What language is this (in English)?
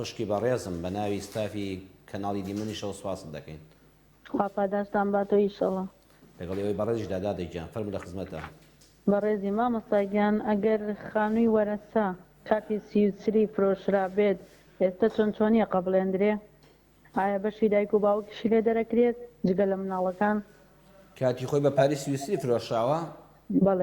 Central Kurdish